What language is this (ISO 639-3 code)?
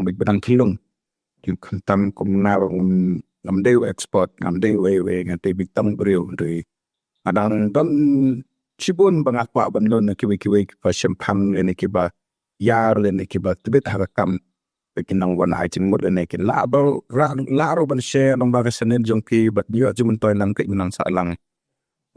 kha